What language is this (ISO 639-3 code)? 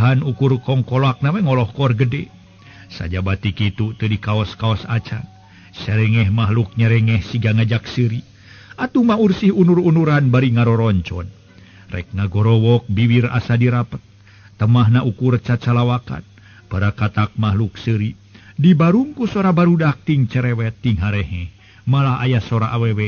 sun